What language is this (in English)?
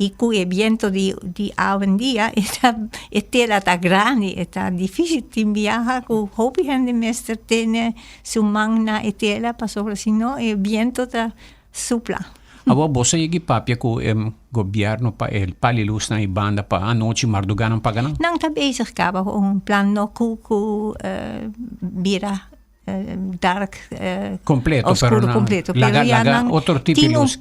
Papiamento